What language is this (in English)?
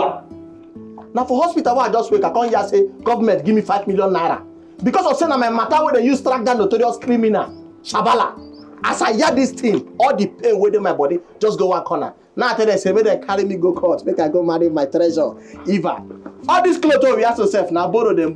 Nigerian Pidgin